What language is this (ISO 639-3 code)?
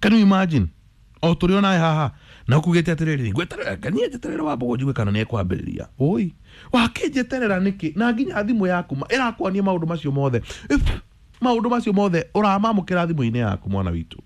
kik